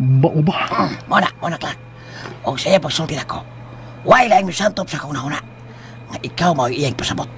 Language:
Cebuano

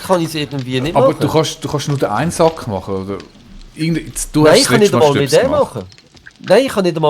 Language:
Swiss German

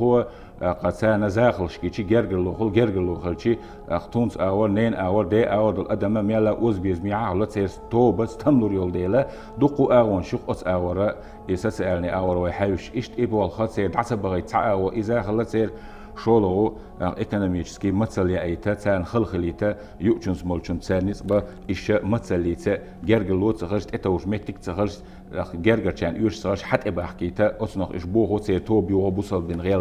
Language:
Chechen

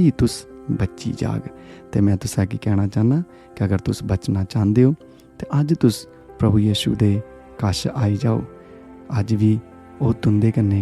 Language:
Dogri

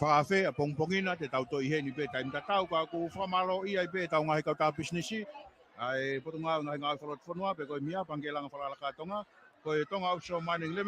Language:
Tongan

